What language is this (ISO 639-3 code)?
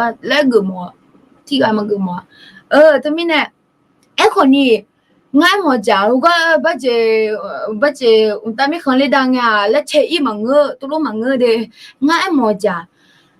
ahk